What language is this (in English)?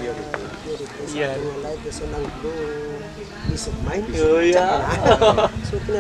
Hiligaynon